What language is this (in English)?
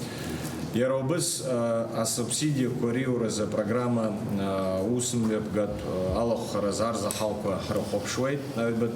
Abkhazian